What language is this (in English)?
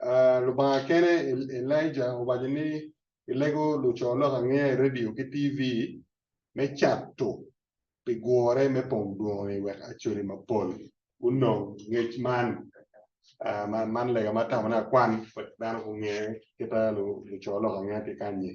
Acoli